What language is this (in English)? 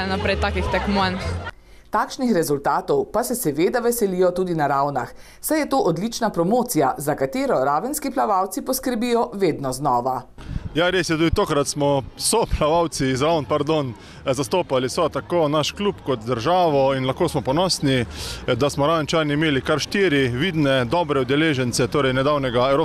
Slovenian